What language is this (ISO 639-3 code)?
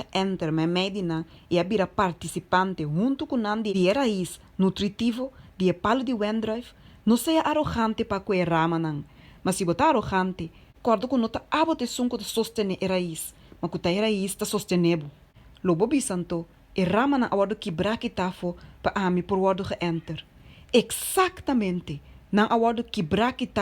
pap